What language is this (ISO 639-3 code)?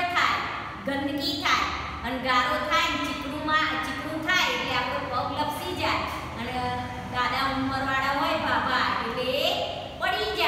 guj